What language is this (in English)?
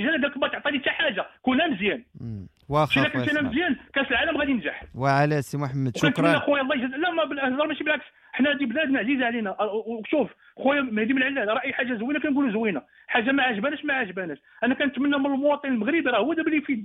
Moroccan Arabic